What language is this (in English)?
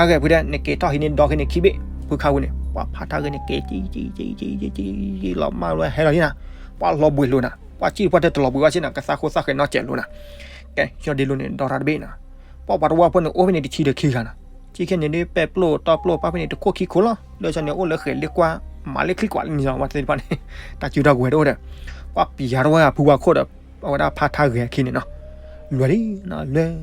S'gaw Karen